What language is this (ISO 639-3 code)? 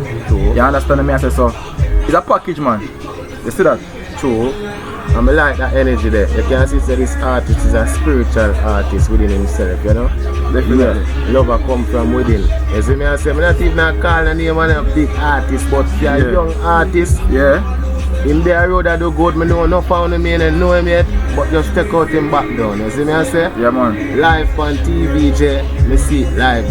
jam